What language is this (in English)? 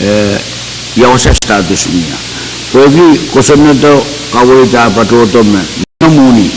Pohnpeian